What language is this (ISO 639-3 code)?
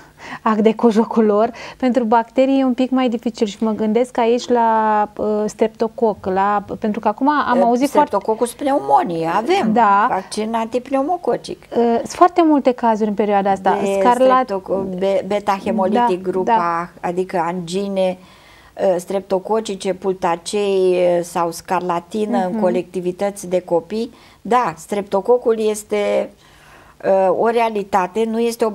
ron